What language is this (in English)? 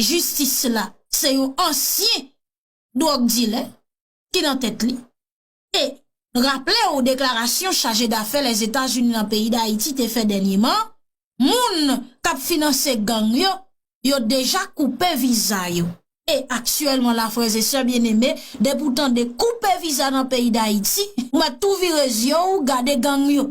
Haitian Creole